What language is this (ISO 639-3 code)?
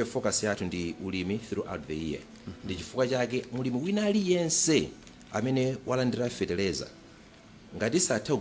nya